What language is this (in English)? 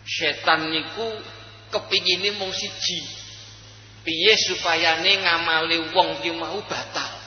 Javanese